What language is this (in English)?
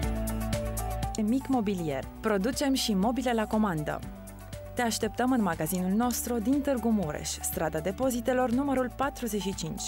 Romanian